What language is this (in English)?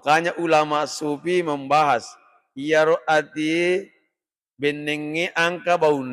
Buginese